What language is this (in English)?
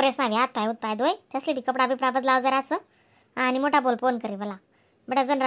Khandesi